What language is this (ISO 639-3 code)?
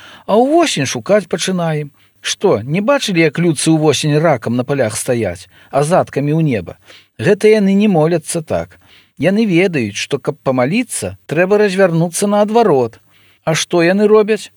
bel